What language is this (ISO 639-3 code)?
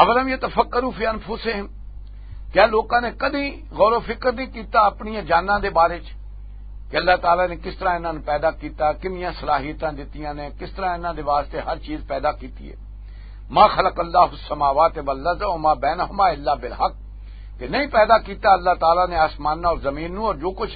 lah